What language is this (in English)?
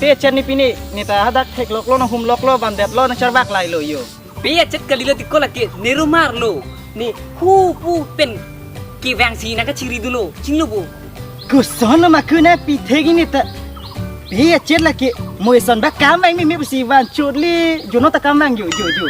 Karbi